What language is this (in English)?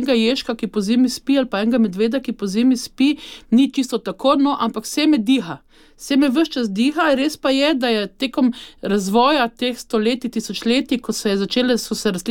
Slovenian